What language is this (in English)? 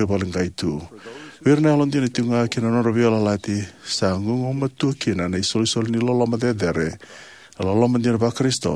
Fijian